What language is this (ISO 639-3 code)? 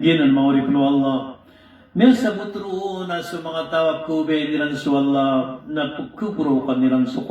mrw